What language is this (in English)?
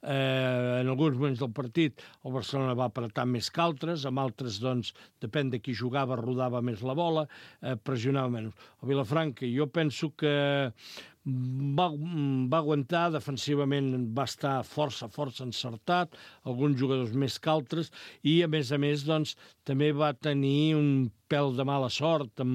Catalan